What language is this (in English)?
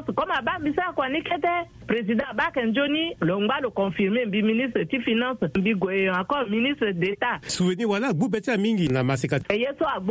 Sango